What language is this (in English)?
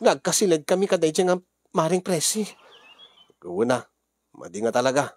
Iloko